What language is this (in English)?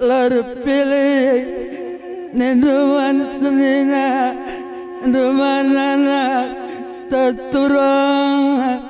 Batak Karo